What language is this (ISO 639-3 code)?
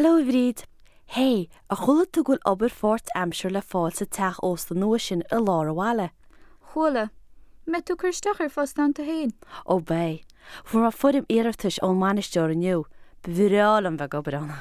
gle